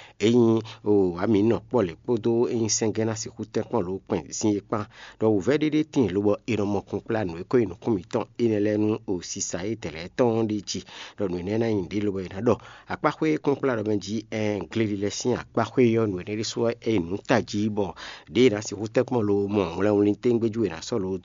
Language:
Fon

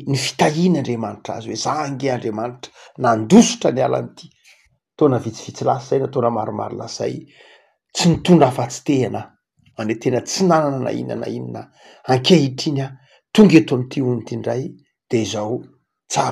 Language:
Malagasy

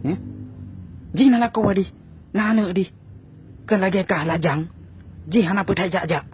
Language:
Achinese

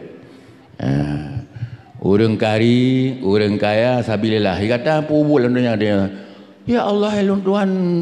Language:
Achinese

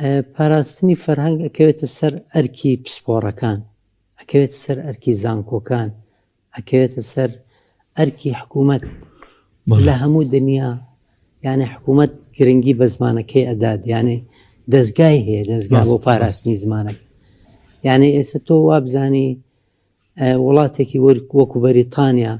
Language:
Central Kurdish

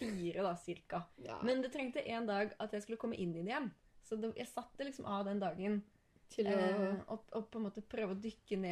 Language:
Norwegian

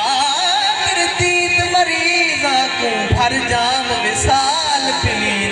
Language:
Saraiki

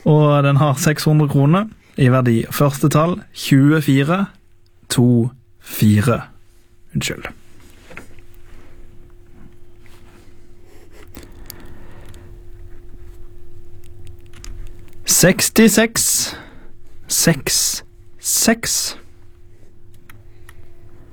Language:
Norwegian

